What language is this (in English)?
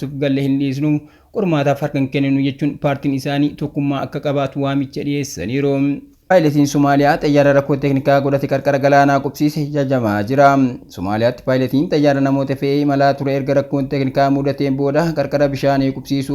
Oromo